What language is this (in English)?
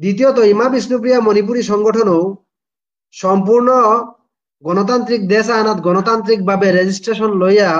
Bishnupriya